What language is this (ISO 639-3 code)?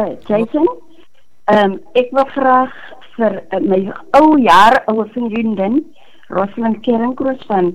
afr